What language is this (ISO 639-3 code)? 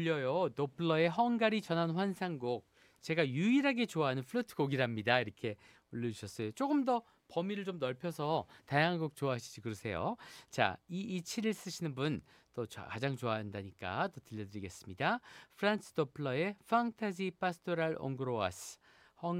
kor